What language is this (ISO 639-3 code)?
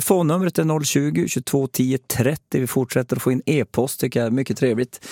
swe